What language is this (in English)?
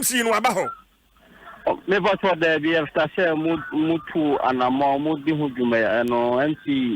Akan